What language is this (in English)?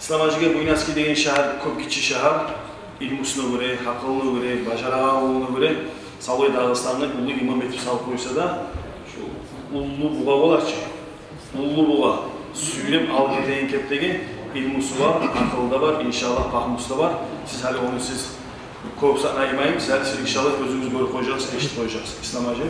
Kumyk